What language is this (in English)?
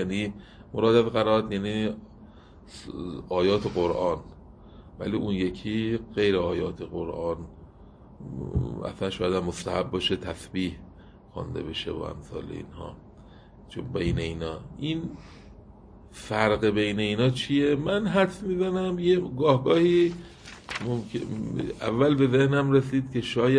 Persian